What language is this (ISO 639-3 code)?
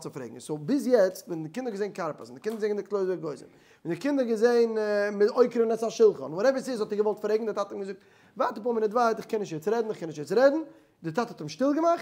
yid